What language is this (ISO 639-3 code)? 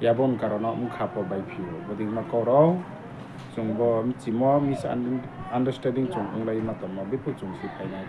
ria